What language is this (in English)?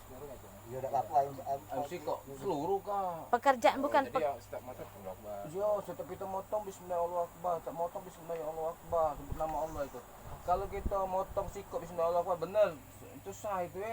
Musi